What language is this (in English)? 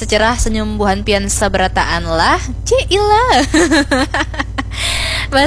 Banjar